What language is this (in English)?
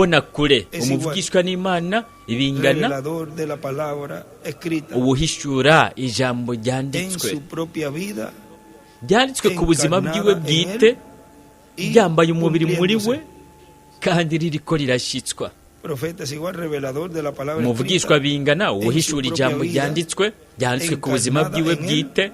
Rundi